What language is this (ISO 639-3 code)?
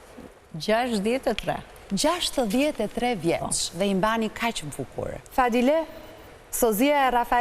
sqi